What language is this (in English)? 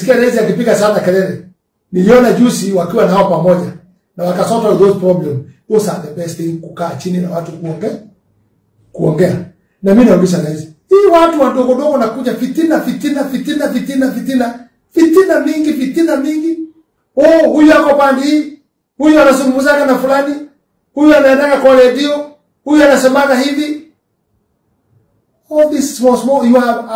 Swahili